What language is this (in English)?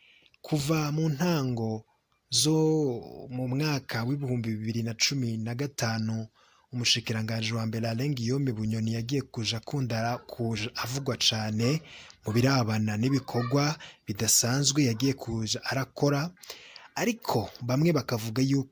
Rundi